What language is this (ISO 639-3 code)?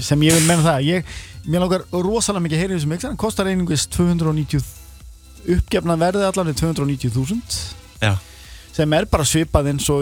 isl